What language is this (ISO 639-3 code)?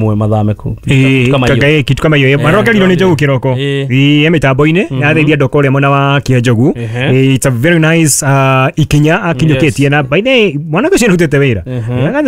kik